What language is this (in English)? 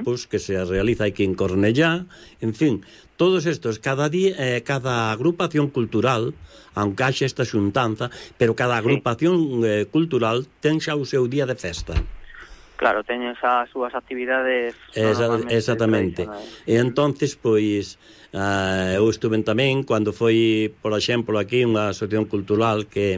Galician